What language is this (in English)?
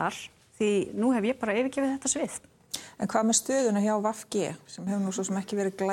Icelandic